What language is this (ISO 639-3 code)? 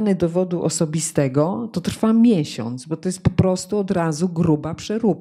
pol